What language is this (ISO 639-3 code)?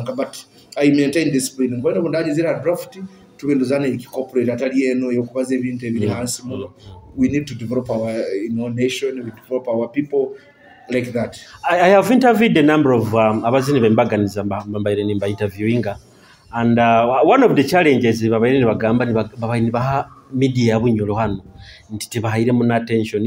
nyo